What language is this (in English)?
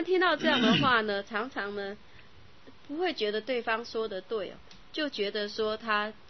Chinese